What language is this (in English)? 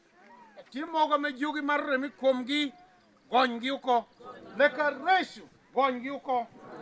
Lango (Uganda)